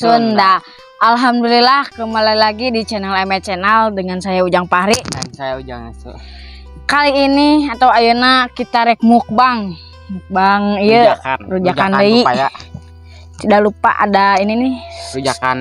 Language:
Sundanese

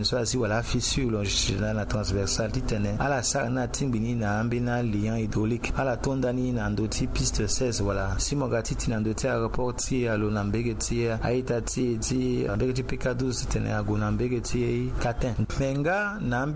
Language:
Sango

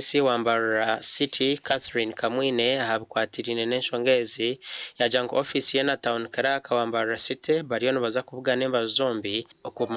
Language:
Nyankole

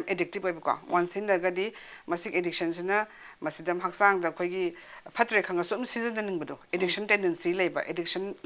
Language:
Manipuri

